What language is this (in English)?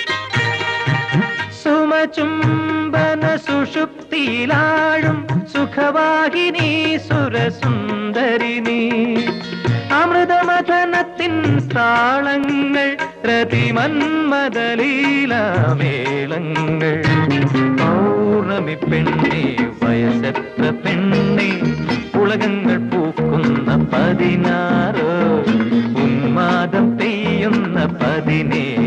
Malayalam